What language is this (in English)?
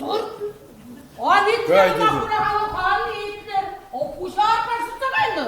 Chuvash